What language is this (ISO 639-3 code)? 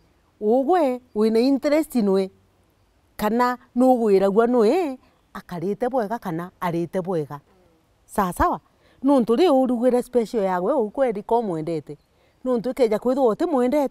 mer